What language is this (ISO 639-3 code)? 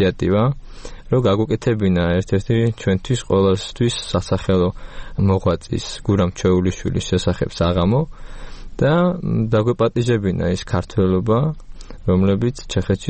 kat